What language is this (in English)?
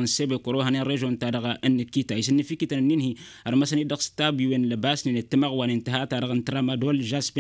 Tamasheq